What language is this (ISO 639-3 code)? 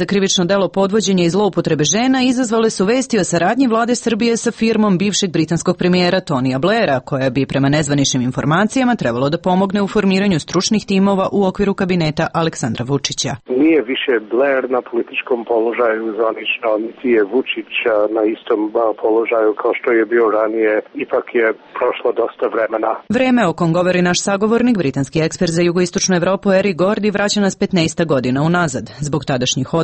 srp